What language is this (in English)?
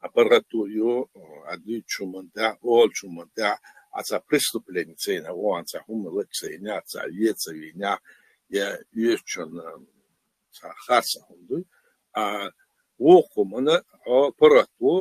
Chechen